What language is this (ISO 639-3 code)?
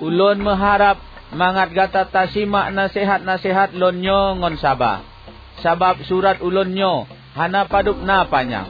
ace